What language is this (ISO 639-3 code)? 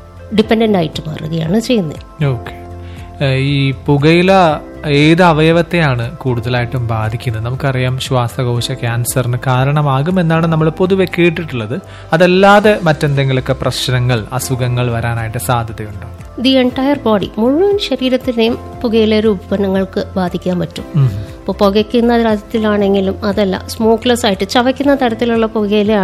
mal